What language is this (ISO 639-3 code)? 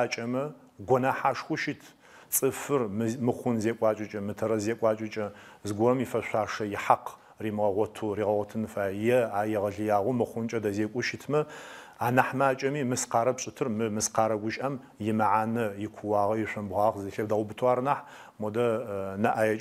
ady